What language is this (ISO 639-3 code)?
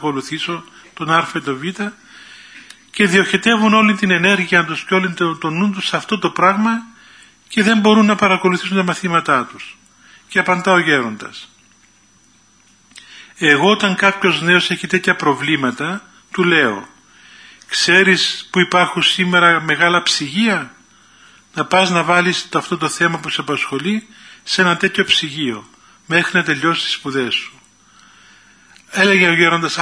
ell